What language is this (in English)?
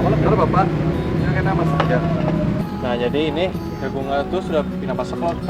Banjar